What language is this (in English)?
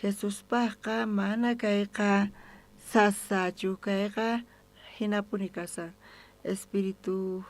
South Bolivian Quechua